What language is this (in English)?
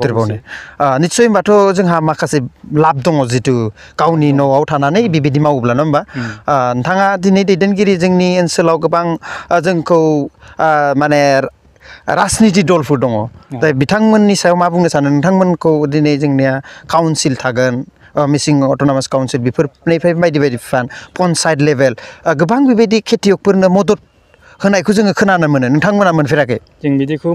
Bodo